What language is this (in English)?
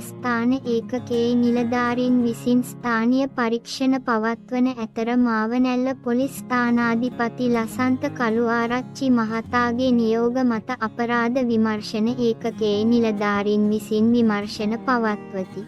Sinhala